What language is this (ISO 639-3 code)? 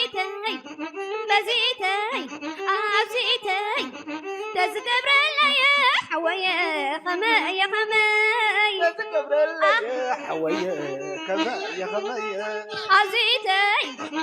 tir